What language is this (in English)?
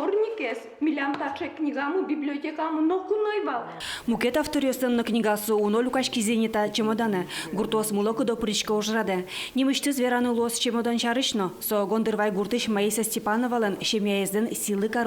Udmurt